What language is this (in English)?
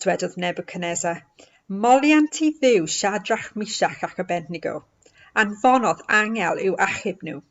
Welsh